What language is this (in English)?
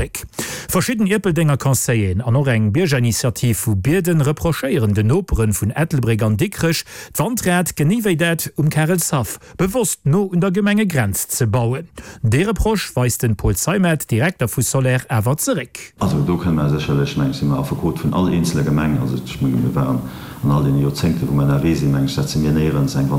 Luxembourgish